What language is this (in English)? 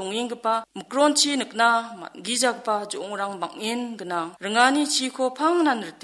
Garo